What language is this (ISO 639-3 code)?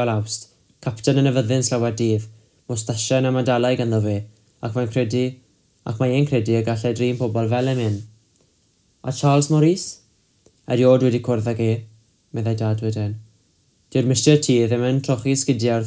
cym